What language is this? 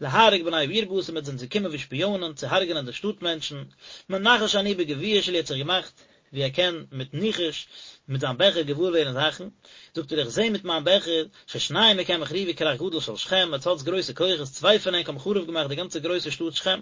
Yiddish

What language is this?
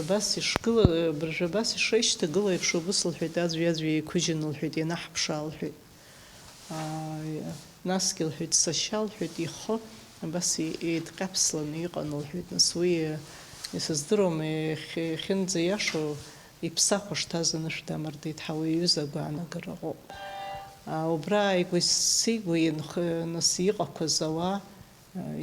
Abkhazian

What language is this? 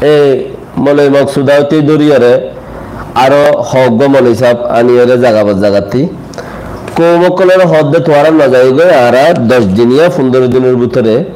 Rohingya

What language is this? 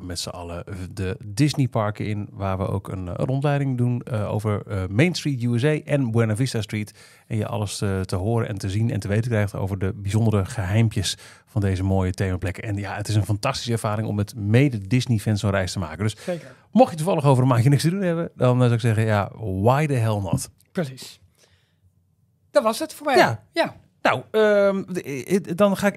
Dutch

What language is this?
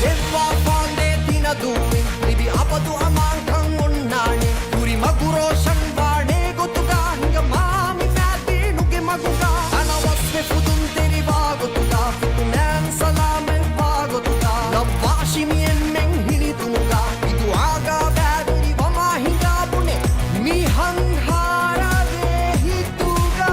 Divehi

